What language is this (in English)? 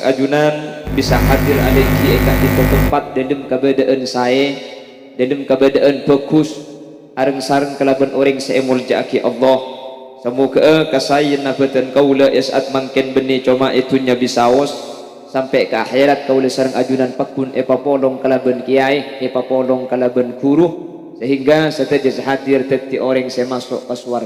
Madurese